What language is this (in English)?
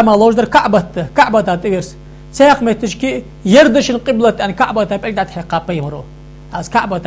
Ingush